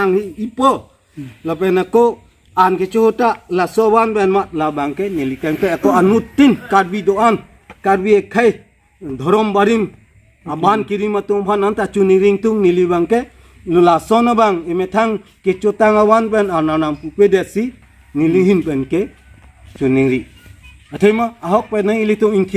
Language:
Karbi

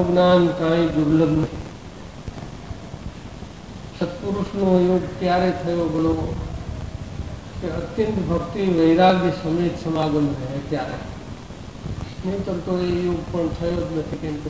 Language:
Gujarati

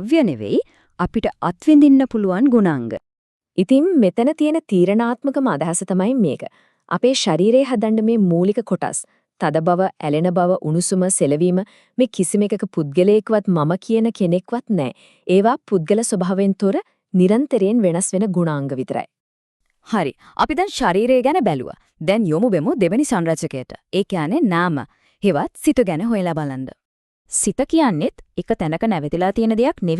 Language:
Sinhala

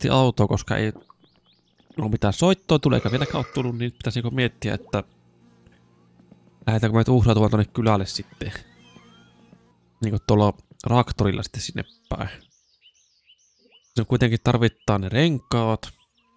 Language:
Finnish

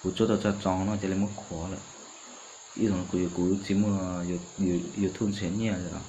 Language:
Hmong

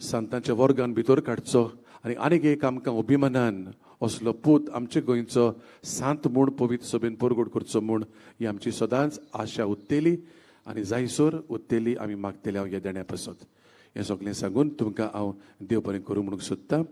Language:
Konkani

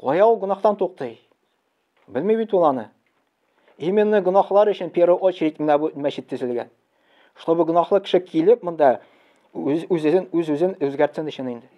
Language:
Tatar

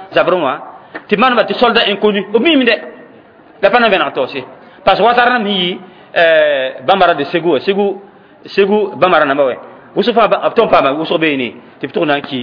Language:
Mossi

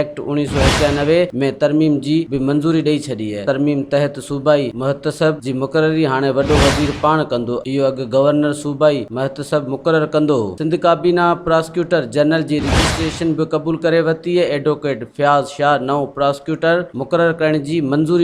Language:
Sindhi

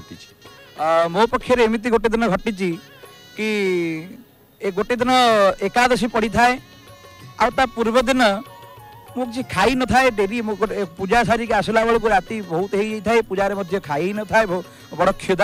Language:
Odia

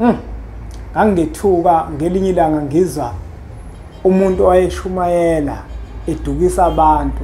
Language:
Zulu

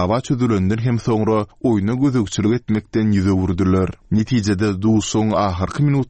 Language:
Turkmen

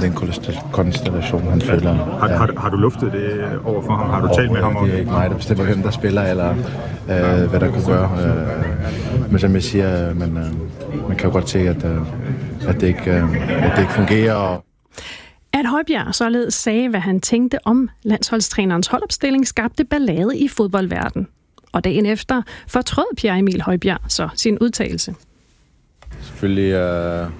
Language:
Danish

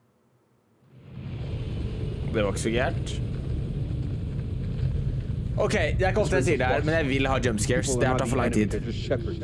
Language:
Norwegian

